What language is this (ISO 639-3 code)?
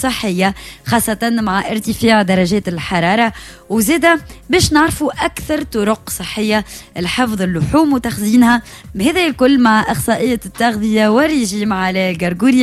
aeb